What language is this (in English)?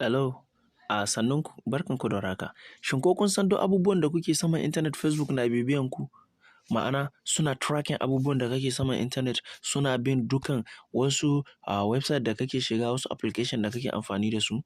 Hausa